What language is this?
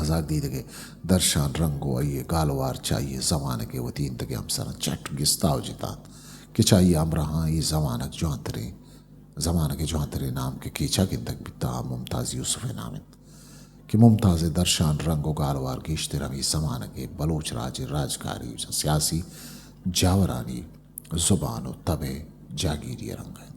Eastern Balochi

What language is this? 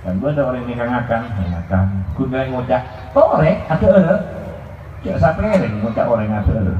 Madurese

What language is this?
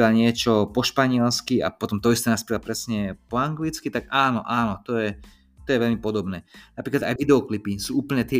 Slovak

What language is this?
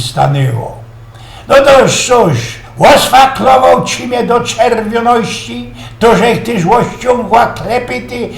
Silesian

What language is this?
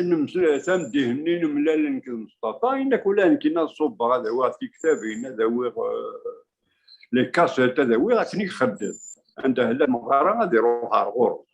Kabyle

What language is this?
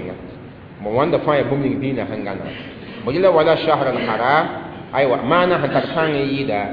Mossi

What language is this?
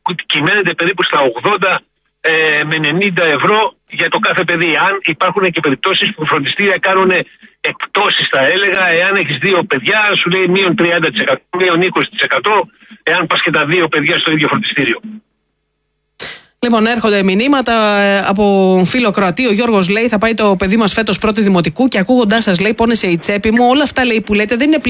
Greek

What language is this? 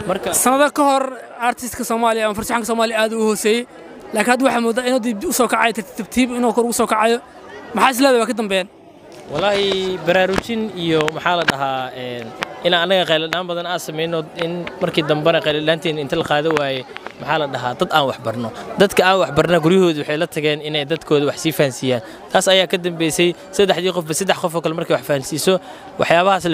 Somali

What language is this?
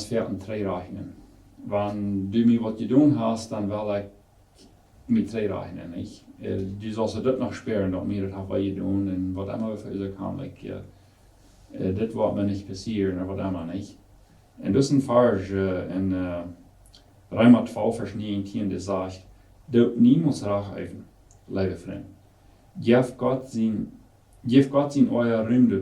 Plautdietsch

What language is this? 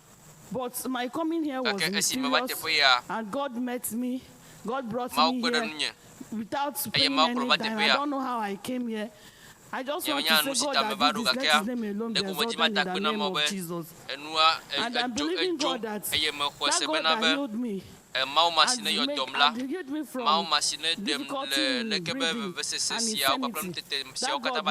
Ewe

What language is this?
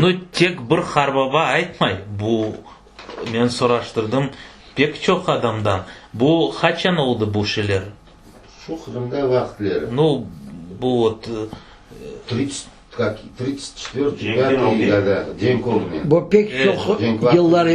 Crimean Tatar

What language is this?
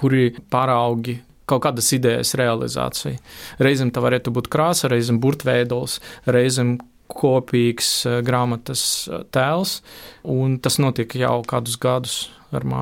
Latvian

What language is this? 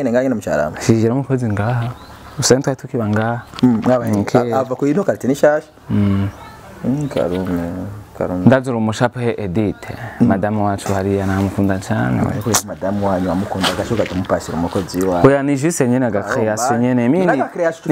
Rundi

